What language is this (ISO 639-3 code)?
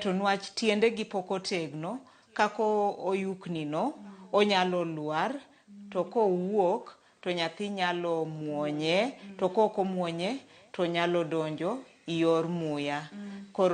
luo